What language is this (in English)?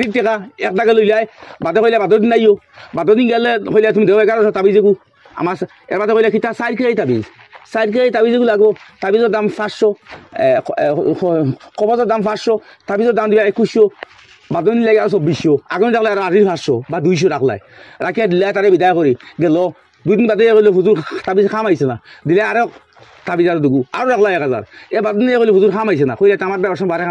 Sylheti